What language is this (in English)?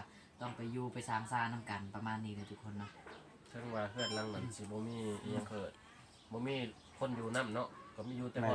Lao